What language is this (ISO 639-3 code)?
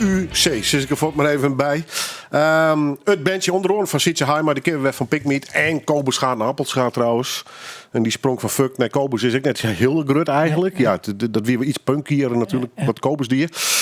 fry